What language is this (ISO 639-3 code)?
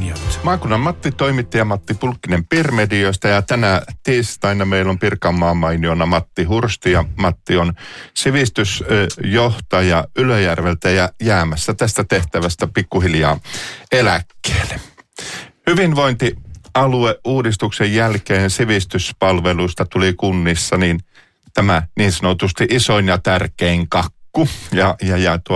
fin